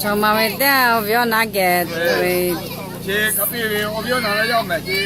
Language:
Lahu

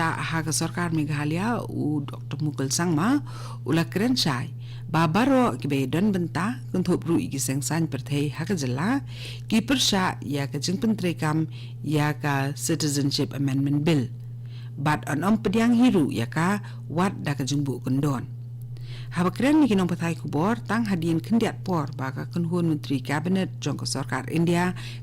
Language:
Khasi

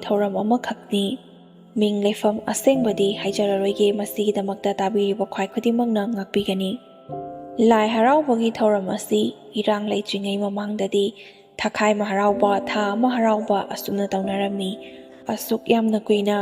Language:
Manipuri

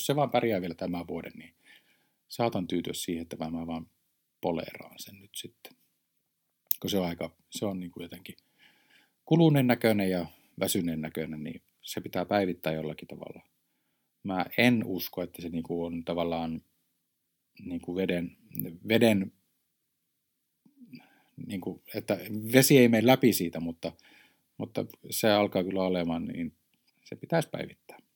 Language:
Finnish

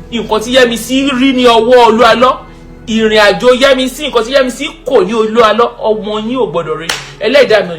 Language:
Yoruba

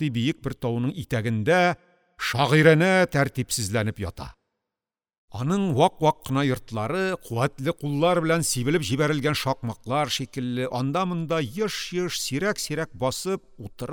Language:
Tatar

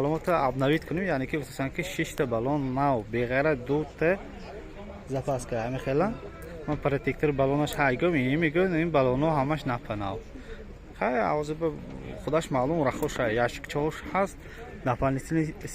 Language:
Tajik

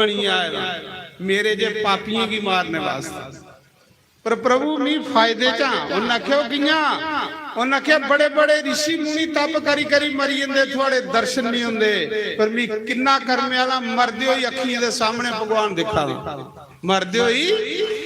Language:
Dogri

